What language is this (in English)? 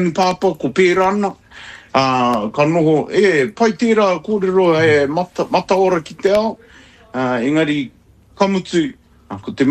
Māori